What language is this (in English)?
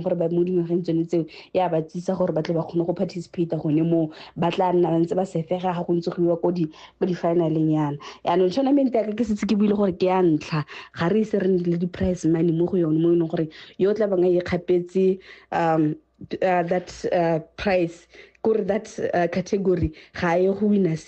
Tswana